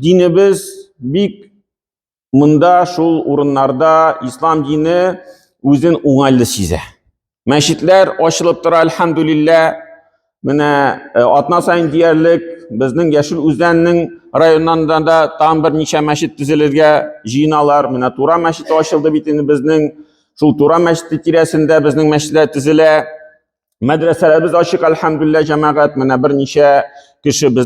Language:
Tatar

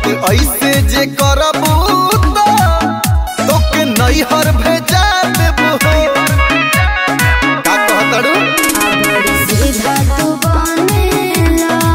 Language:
Bhojpuri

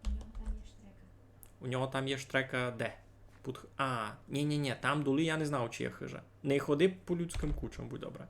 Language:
Rusyn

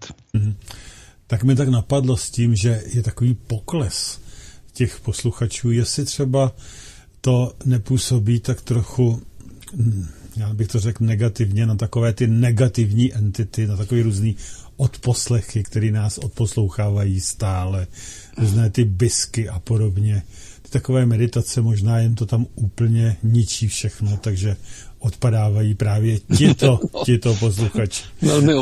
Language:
Czech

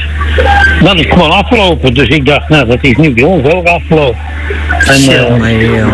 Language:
Dutch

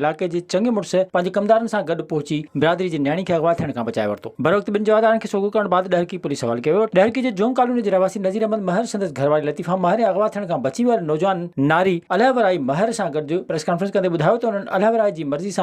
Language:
Sindhi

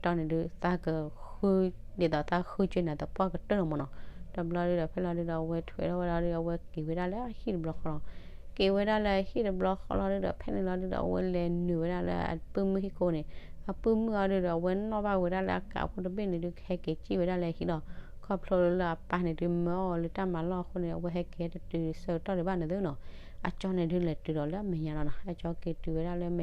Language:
S'gaw Karen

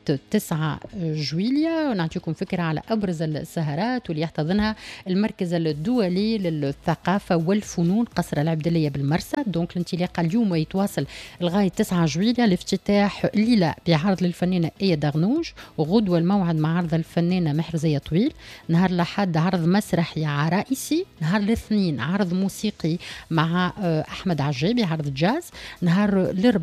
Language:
Tunisian Arabic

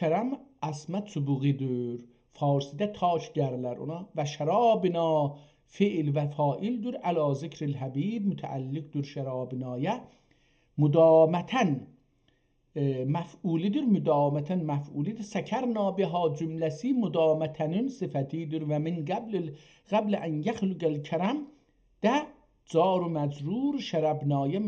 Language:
South Azerbaijani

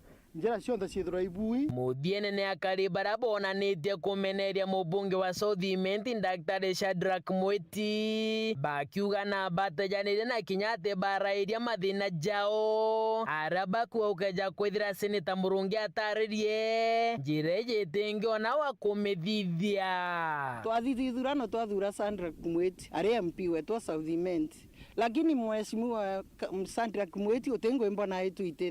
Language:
Meru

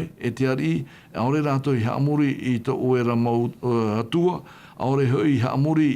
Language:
Tahitian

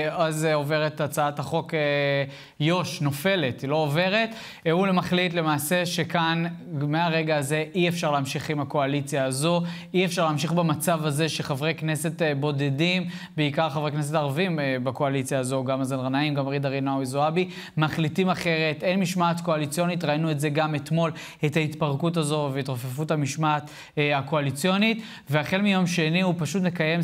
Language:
Hebrew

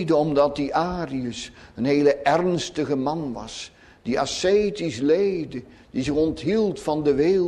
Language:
Dutch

